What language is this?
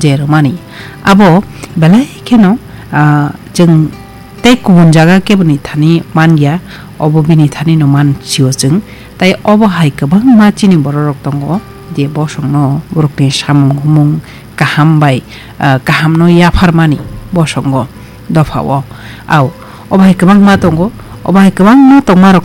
Kok Borok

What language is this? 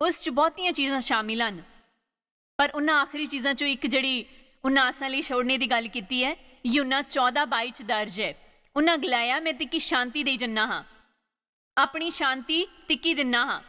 Dogri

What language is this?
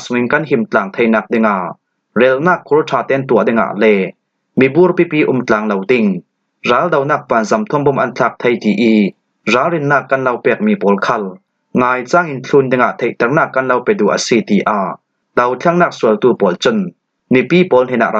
Falam Chin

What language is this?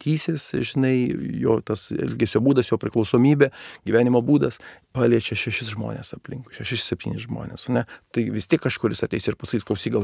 Lithuanian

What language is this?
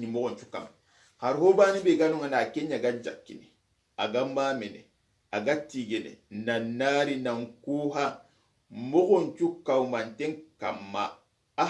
Soninke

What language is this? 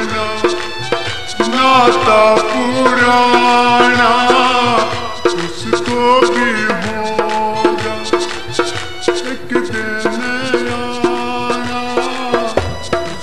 Hindi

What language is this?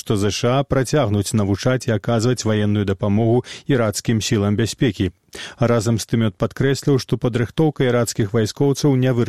Belarusian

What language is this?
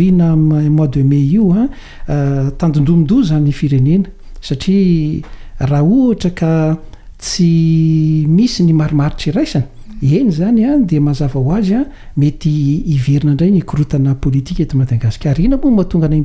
Malagasy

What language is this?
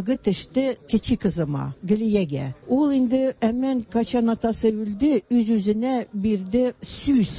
Tatar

